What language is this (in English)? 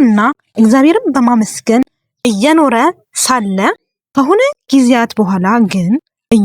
Amharic